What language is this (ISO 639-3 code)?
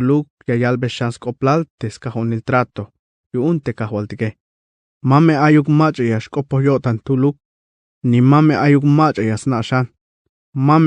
tzh